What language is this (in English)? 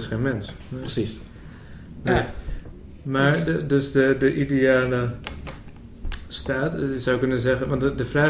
Dutch